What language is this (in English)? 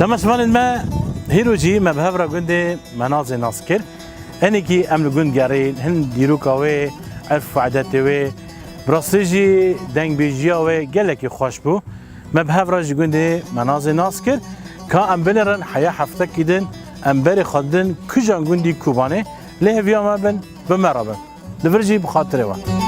Kurdish